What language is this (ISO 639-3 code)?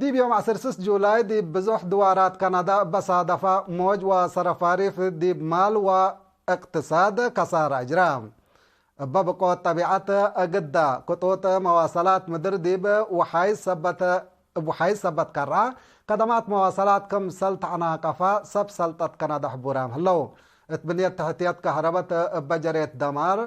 tig